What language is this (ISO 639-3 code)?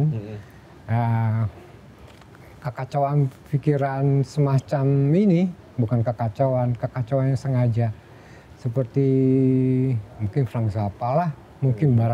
ind